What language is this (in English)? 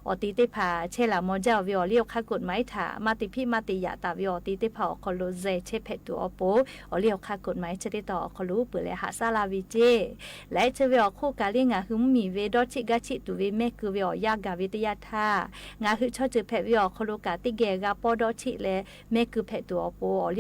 Lahu